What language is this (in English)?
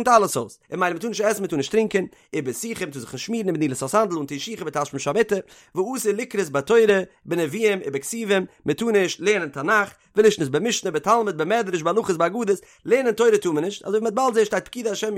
Yiddish